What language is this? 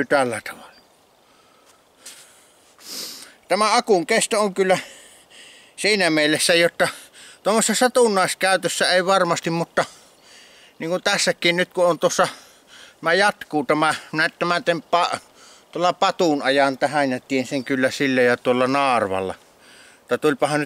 Finnish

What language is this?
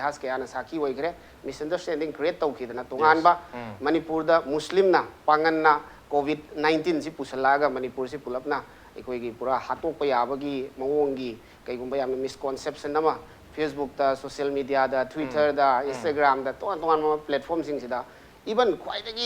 Manipuri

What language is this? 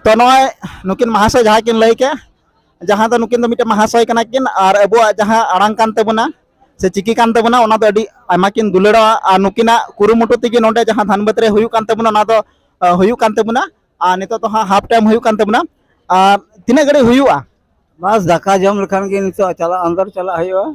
Santali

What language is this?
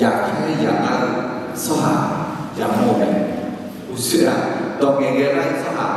Akha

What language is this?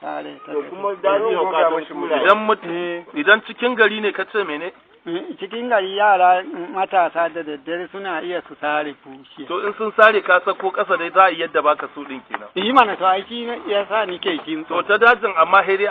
Hausa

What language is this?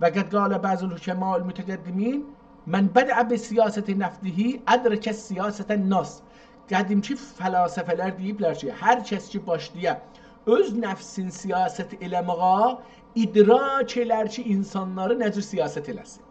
South Azerbaijani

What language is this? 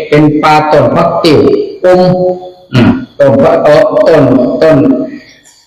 Northeastern Thai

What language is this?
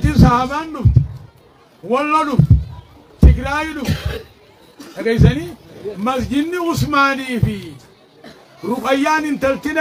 Oromo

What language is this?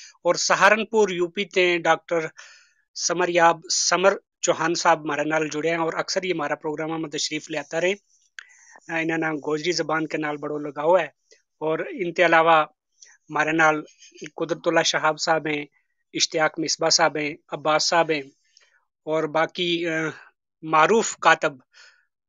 Gujari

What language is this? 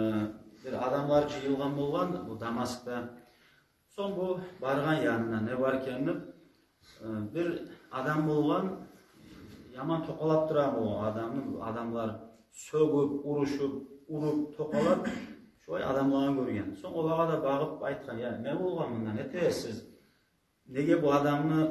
Kumyk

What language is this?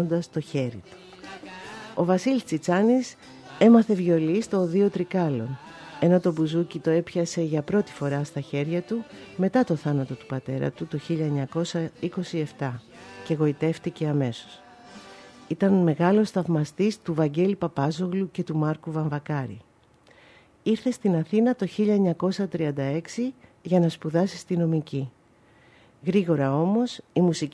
Greek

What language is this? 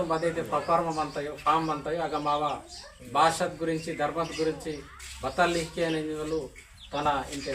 Gondi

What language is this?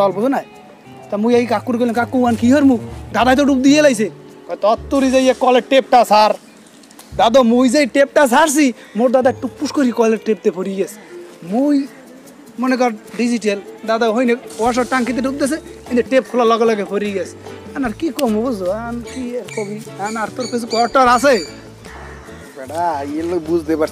Bangla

